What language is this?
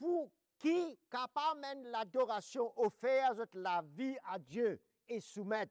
Morisyen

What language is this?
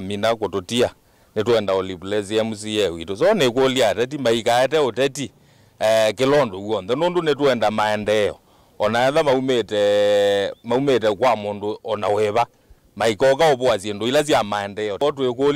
Kamba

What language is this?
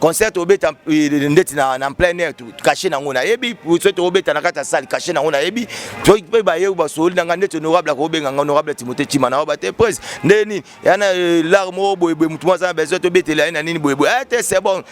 Lingala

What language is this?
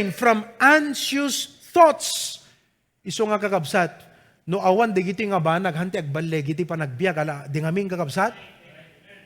Iloko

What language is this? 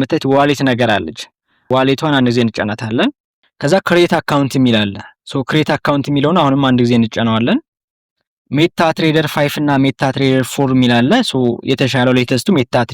Amharic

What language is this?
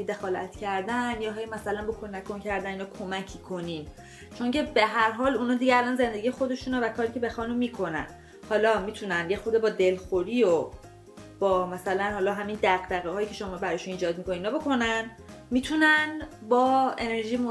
Persian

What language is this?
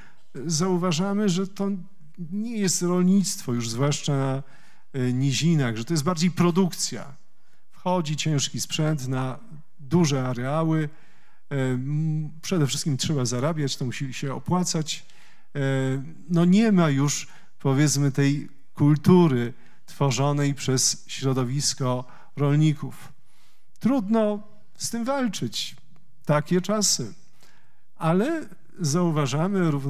Polish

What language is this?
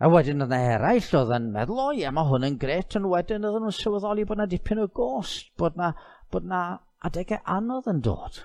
Welsh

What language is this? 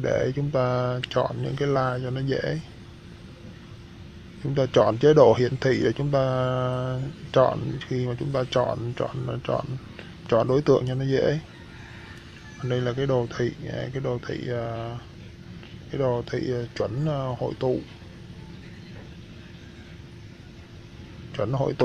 Vietnamese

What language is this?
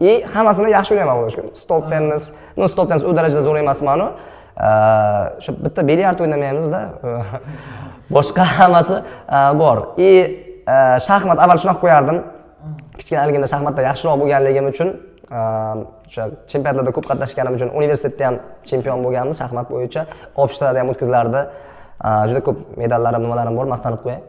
Uzbek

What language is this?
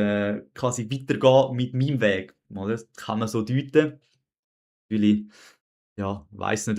Swiss German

